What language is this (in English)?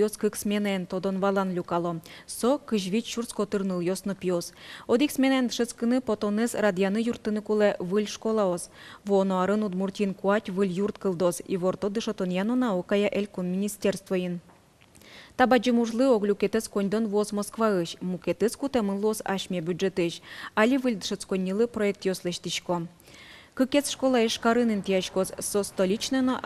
Udmurt